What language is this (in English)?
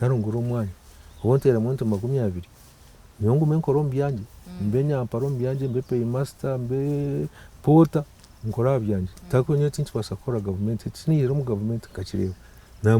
Nyankole